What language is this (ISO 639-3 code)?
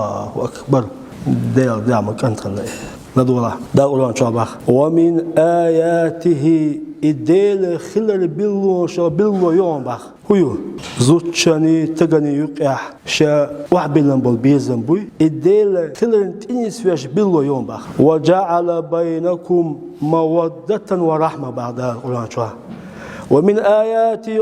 che